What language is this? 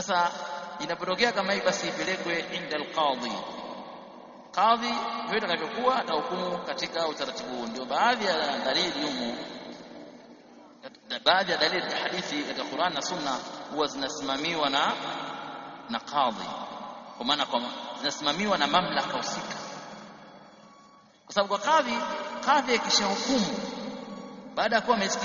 Swahili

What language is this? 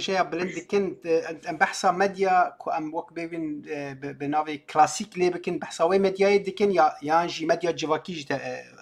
Kurdish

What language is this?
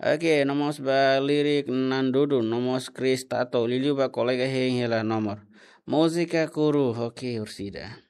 Tetum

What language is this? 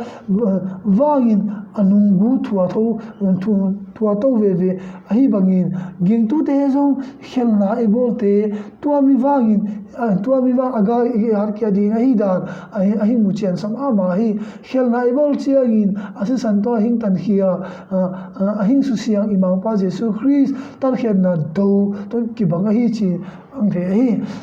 Tedim Chin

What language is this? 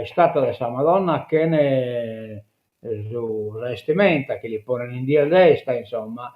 Sardinian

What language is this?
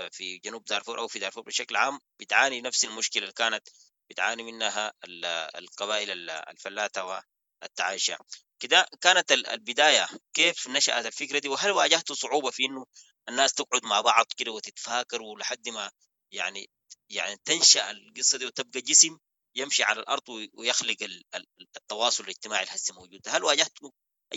Sudanese Arabic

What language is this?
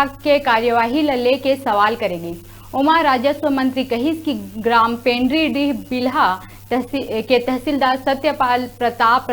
Chhattisgarhi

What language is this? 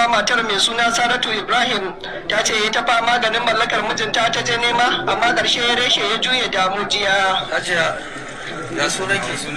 Hausa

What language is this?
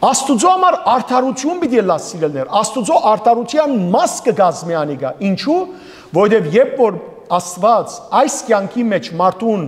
Western Armenian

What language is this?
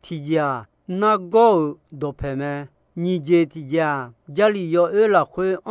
Akha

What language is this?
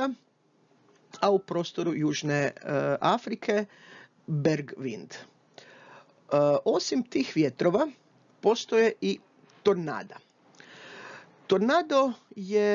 Croatian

